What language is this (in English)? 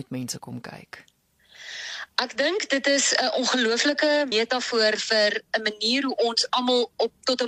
Afrikaans